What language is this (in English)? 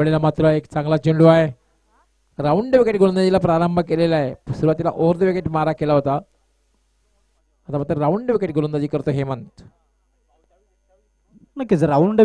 Marathi